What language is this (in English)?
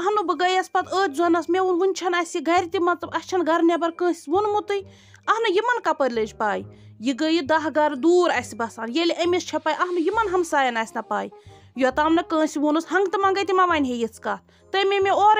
Kashmiri